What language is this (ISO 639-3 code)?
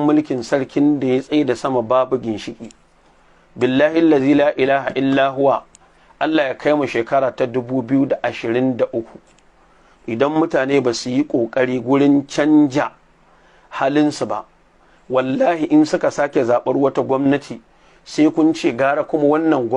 hau